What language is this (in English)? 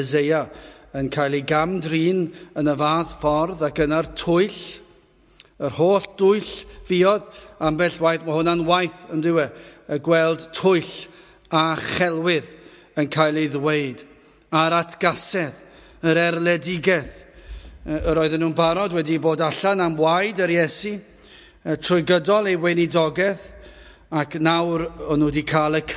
Welsh